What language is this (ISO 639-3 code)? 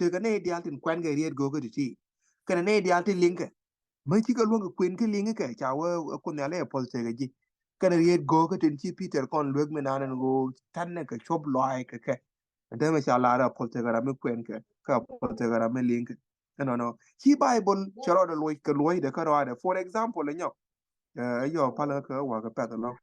nus